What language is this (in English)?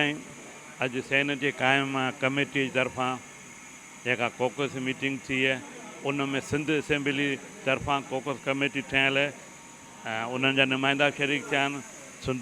Sindhi